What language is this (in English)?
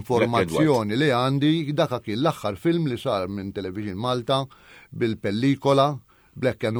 Maltese